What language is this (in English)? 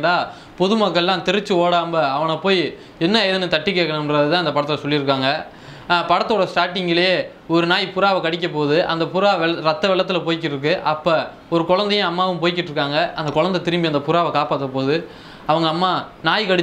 Tamil